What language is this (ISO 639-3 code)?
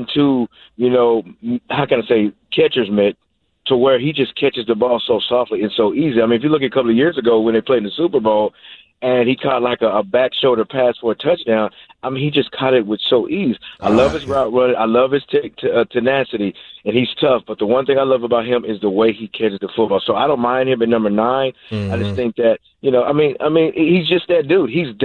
eng